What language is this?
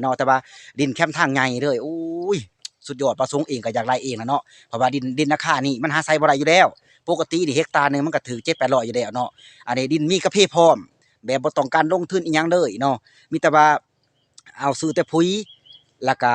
Lao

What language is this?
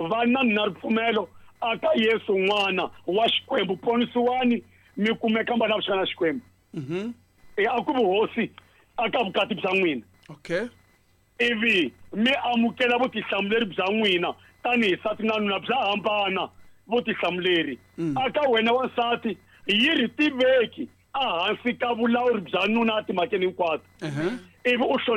Tsonga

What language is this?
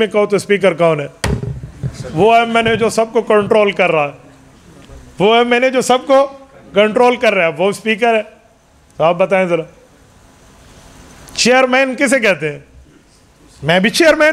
Urdu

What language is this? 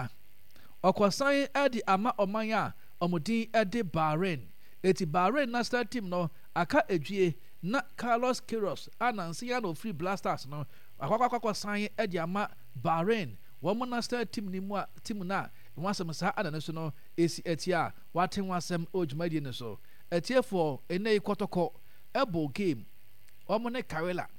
Akan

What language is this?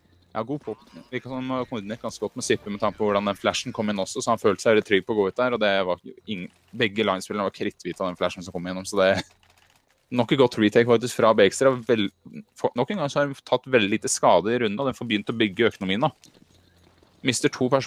Norwegian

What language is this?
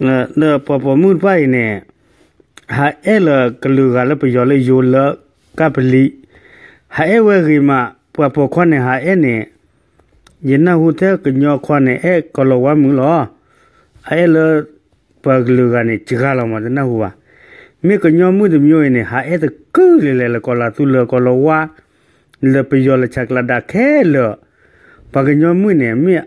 S'gaw Karen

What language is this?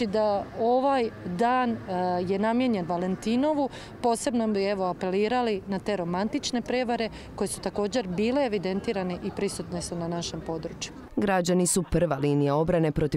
Croatian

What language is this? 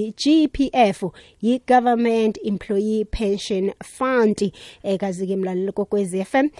South Ndebele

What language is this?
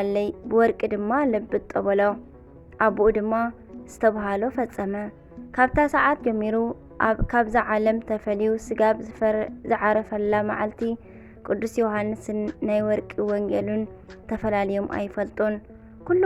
Tigrinya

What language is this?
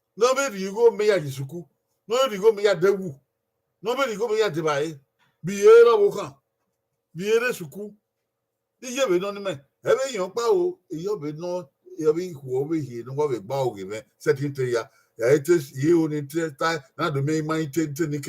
Bini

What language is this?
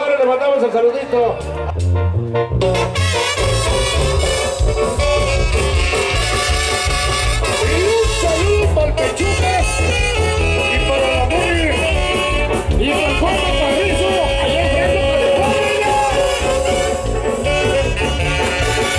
Spanish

